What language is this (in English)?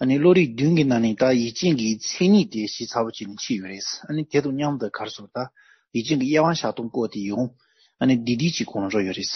Tibetan